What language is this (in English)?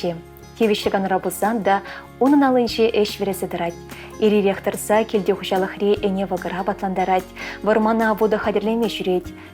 Chuvash